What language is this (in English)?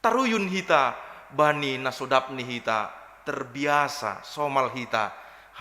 Batak Simalungun